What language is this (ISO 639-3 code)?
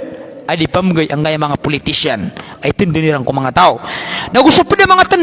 mrw